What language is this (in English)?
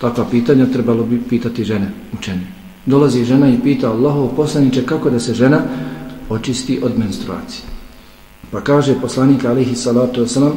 Bosnian